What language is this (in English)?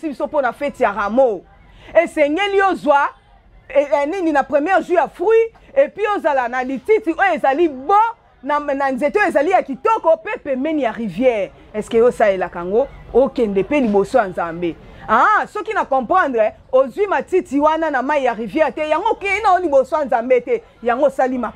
Lingala